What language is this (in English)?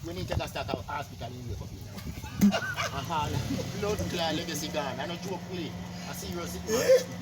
Jamaican Creole English